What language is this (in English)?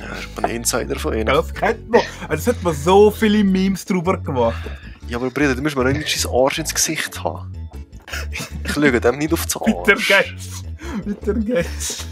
Swiss German